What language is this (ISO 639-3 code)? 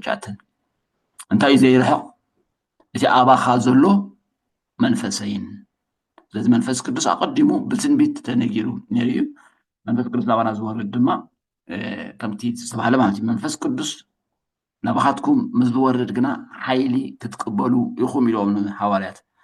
tir